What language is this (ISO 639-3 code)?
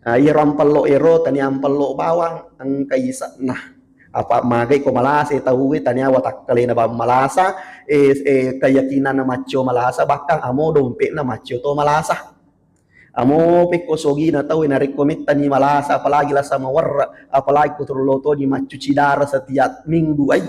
bug